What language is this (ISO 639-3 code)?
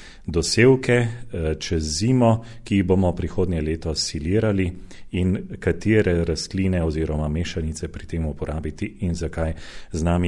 slv